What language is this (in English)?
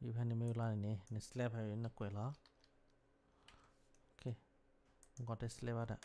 S'gaw Karen